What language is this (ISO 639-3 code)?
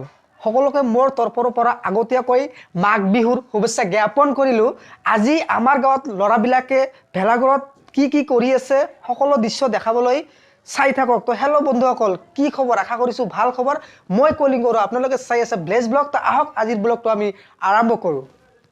asm